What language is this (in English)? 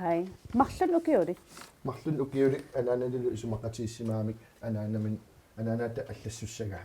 Kalaallisut